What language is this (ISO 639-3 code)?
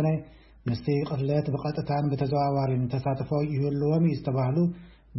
tir